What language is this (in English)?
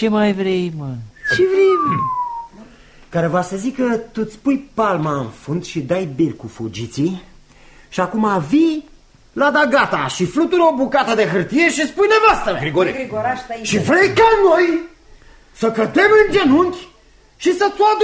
Romanian